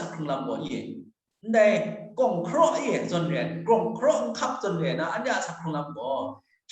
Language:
Kachin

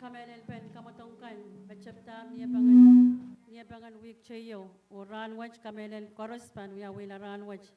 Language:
Pohnpeian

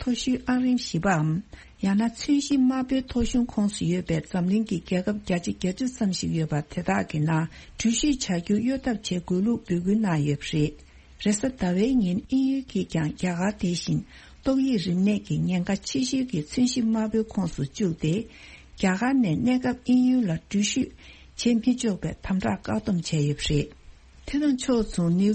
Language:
Tibetan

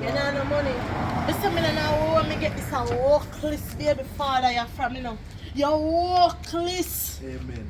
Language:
Jamaican Creole English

